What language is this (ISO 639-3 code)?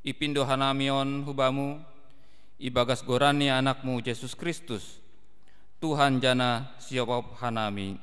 bts